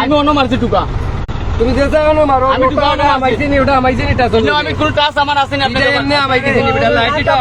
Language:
Sylheti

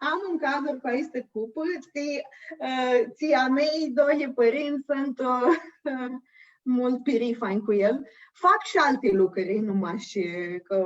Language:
Aromanian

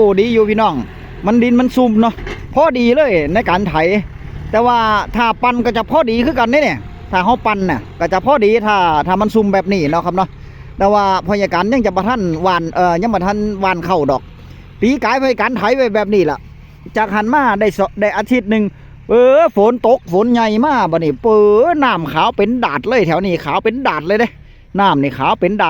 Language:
Northeastern Thai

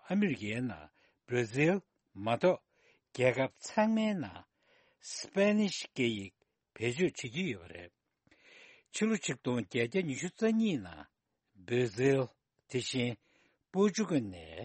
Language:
Tibetan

